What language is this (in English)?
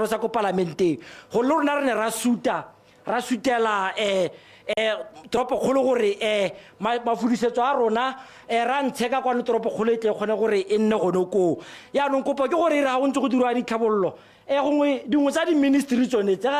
Tswana